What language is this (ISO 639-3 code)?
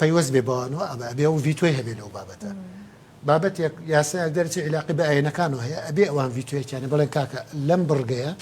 ckb